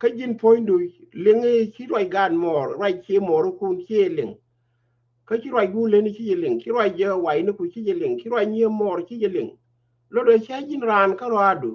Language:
Nuer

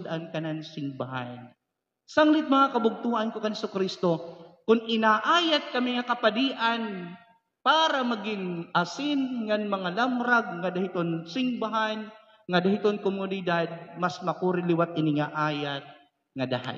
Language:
Waray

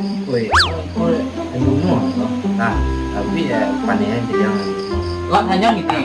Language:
Minangkabau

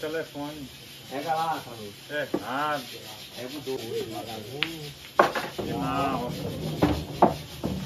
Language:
Portuguese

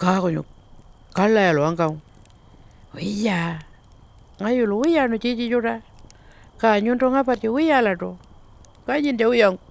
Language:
Pitjantjatjara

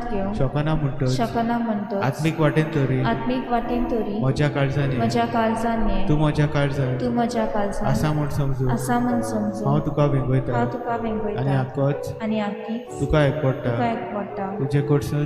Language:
Konkani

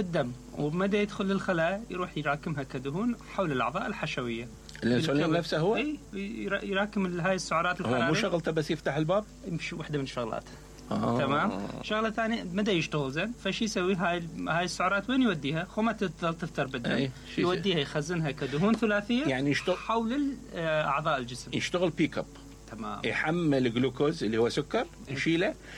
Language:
Mesopotamian Arabic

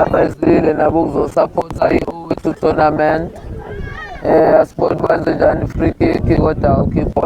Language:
Zulu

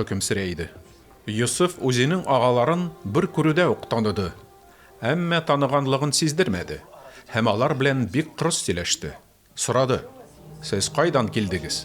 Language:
Tatar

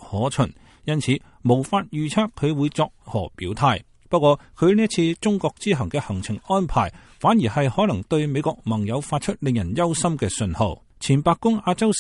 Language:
Cantonese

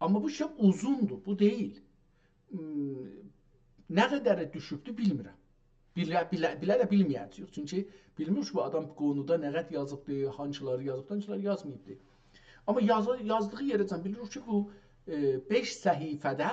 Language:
South Azerbaijani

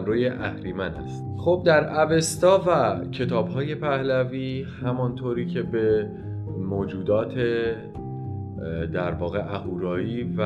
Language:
Persian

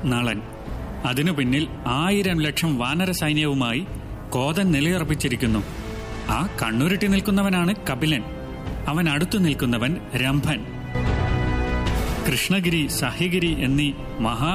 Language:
Malayalam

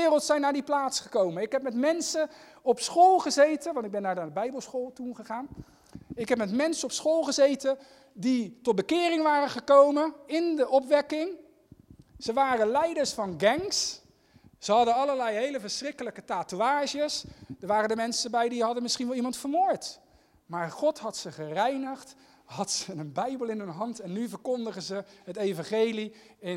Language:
Dutch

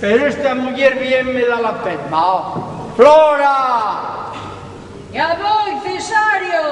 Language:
Asturian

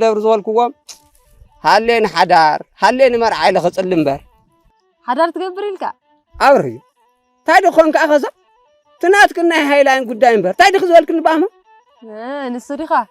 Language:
Tigrinya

